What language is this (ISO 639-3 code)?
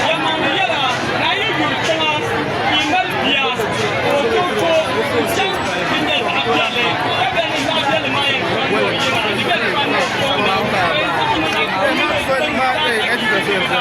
dag